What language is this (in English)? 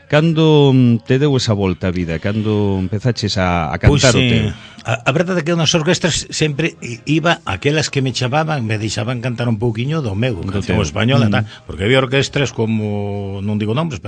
Galician